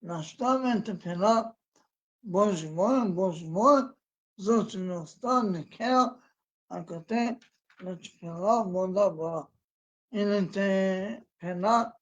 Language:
Balkan Romani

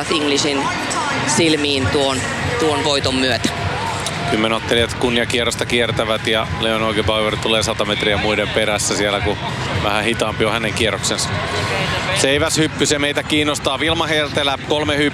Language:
Finnish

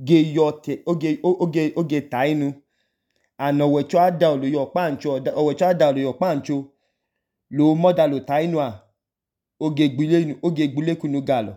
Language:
Idoma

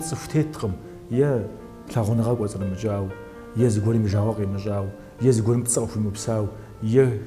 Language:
Kabardian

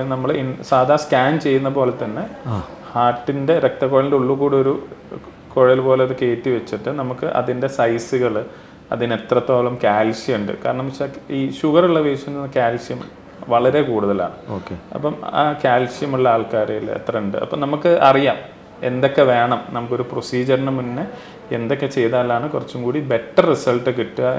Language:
Malayalam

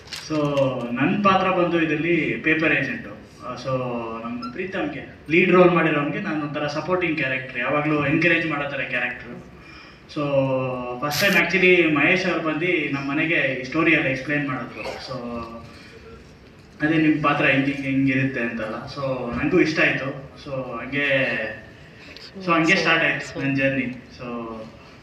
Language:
Kannada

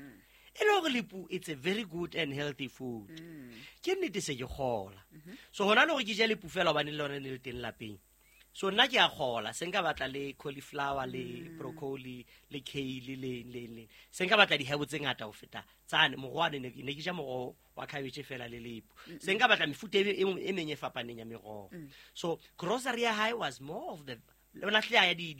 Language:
Southern Sotho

